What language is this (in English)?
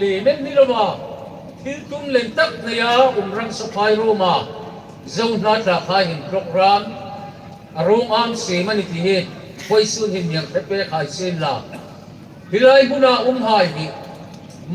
Hmar